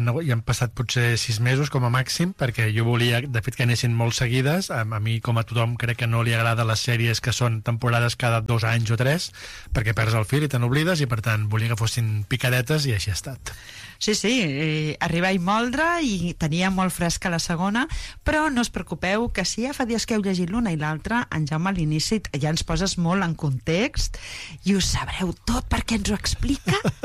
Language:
Catalan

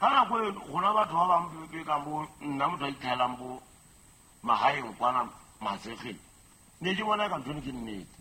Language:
Southern Sotho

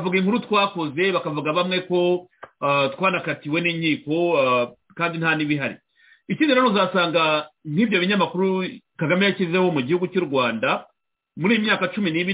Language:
Kinyarwanda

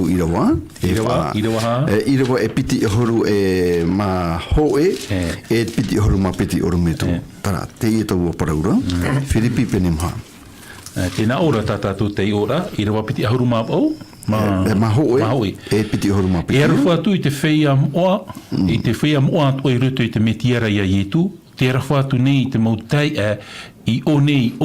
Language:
Tahitian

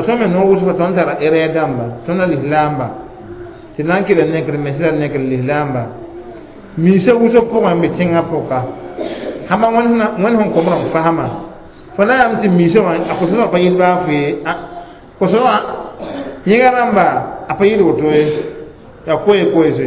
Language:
Mossi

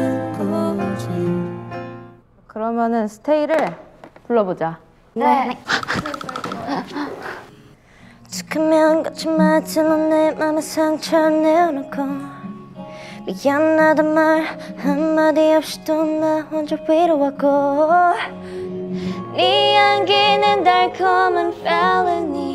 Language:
Korean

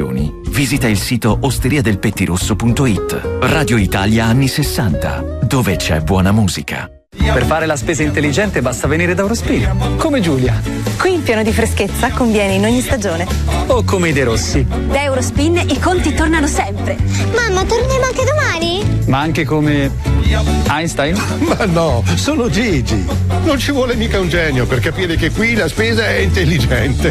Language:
Italian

